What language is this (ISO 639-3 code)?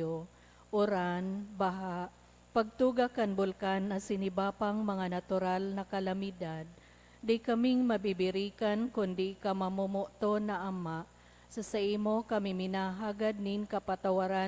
bik